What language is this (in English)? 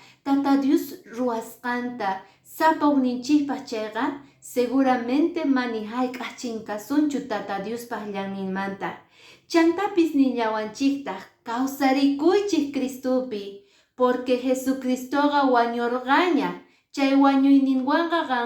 Quechua